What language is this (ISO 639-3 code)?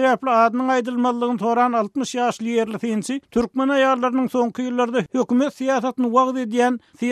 tuk